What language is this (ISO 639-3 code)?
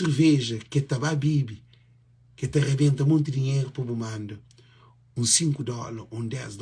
kea